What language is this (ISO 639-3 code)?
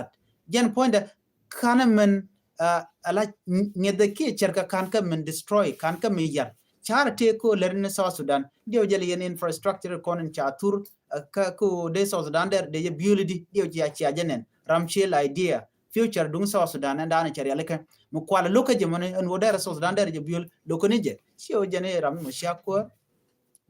nus